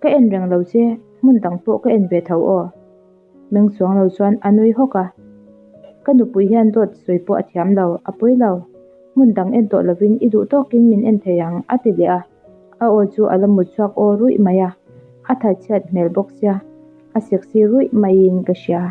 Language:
Mizo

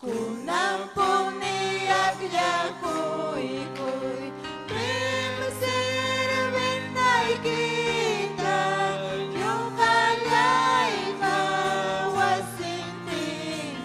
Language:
Ayacucho Quechua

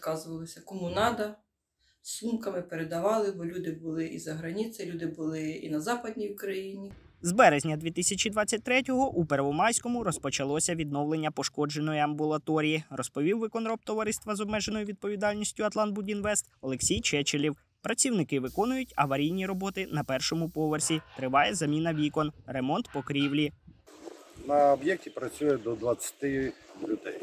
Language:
Ukrainian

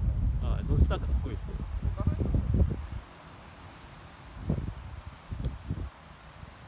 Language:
Japanese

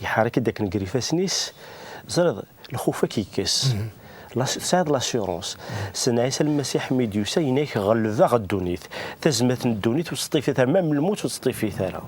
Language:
Kabyle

